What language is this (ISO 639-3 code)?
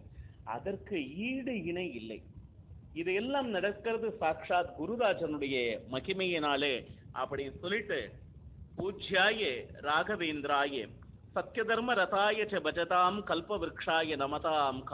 tam